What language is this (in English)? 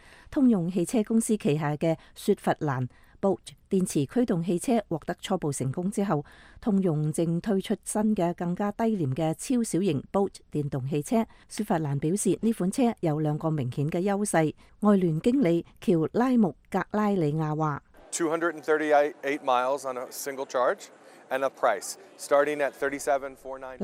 Cantonese